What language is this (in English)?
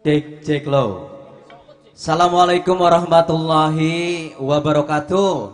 Betawi